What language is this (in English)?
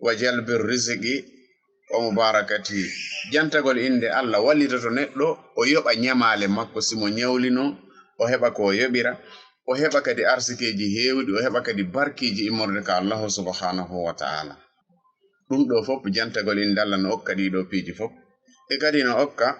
Fula